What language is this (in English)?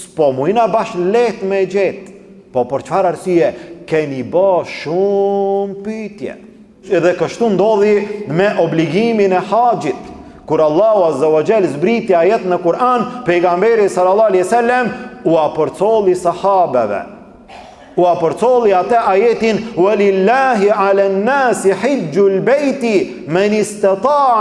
Albanian